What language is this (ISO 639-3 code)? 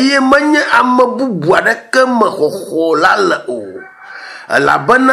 ewe